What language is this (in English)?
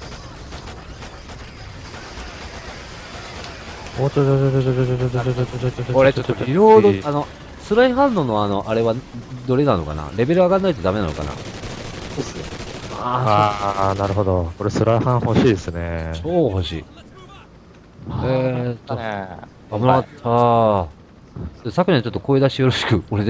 Japanese